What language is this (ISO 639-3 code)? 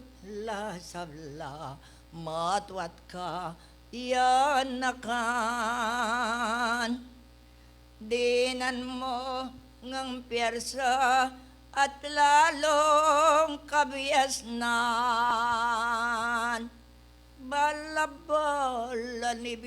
pam